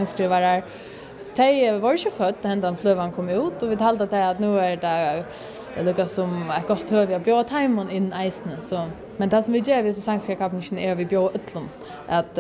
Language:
Faroese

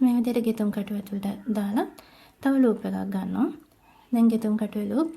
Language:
Sinhala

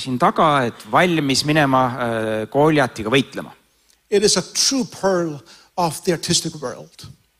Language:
Estonian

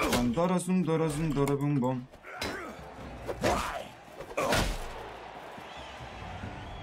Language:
Turkish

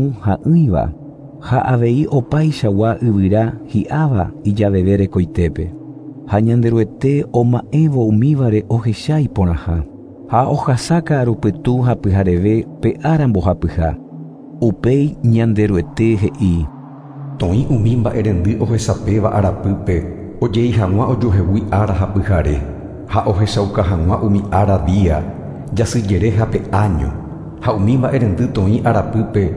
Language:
Guarani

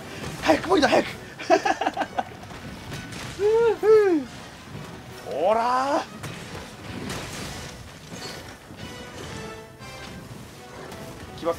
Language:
Japanese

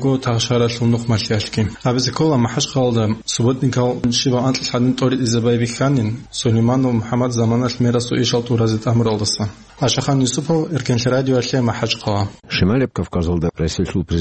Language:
Avaric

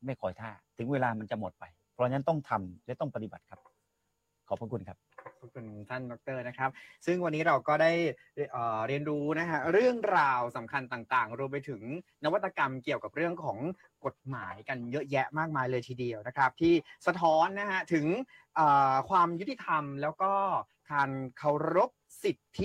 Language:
Thai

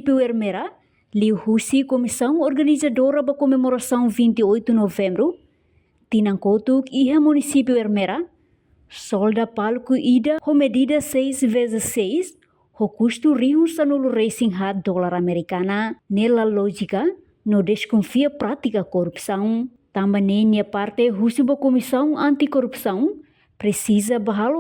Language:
Tetum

